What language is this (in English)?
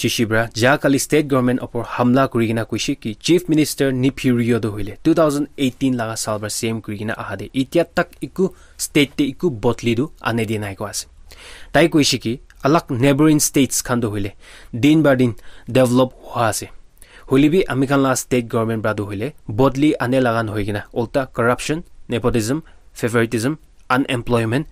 Naga Pidgin